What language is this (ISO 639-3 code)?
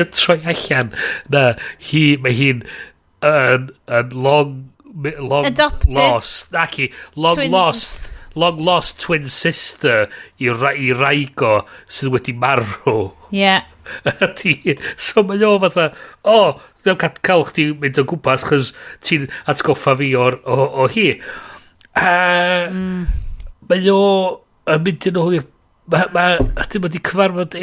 cym